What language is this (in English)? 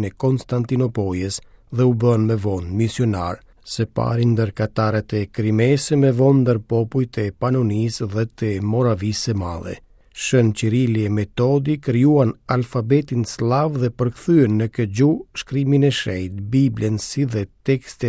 Albanian